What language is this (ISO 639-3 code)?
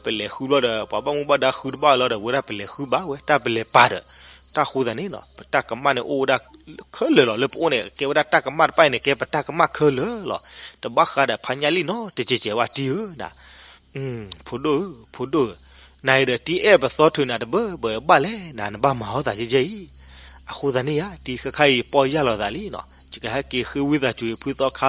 ksw